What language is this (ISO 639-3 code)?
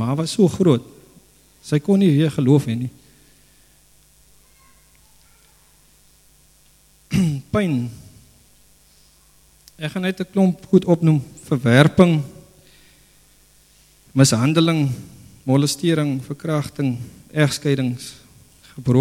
afr